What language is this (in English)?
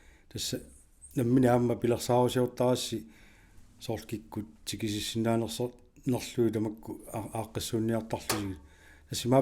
Kalaallisut